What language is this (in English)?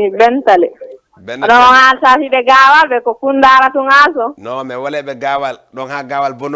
Fula